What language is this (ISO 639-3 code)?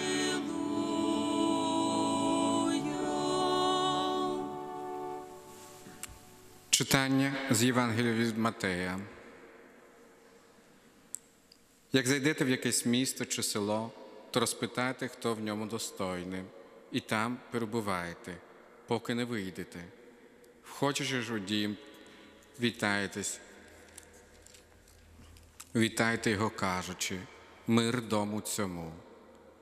ukr